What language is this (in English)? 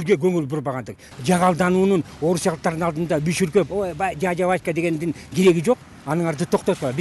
Kyrgyz